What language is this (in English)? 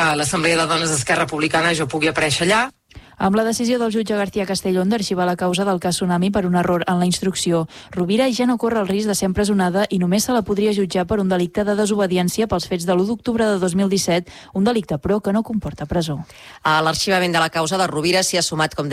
Catalan